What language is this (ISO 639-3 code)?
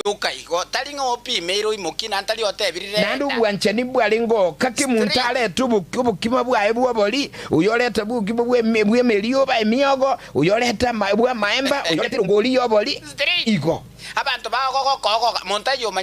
guz